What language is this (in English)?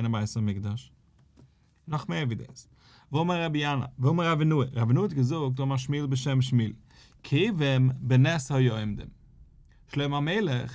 Yiddish